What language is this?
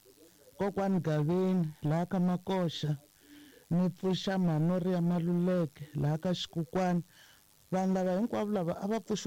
Tsonga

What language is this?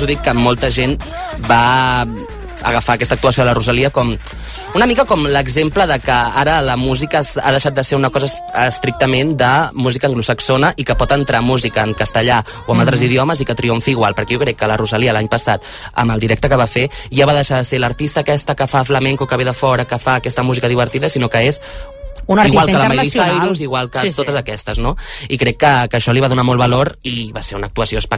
Catalan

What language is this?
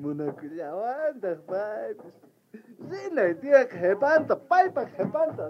South Bolivian Quechua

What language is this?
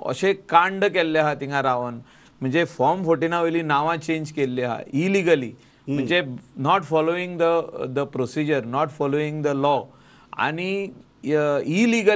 Konkani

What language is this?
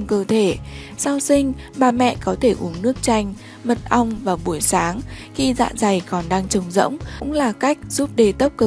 Vietnamese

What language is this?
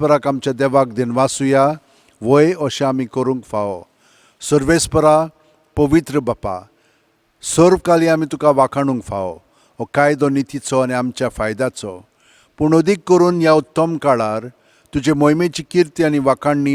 Konkani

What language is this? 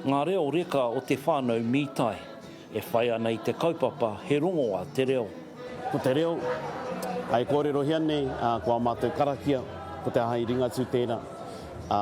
Māori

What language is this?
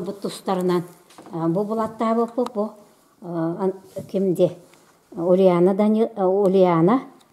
Yakut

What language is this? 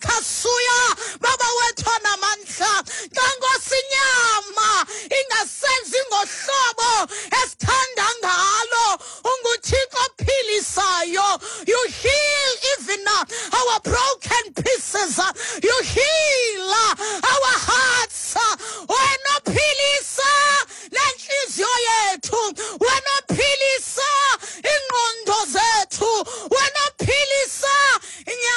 Xhosa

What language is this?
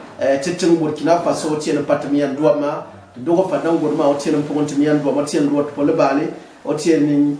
Gourmanchéma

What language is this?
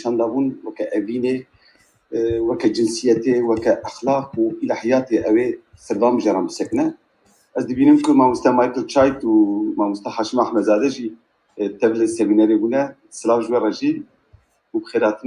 Kurdish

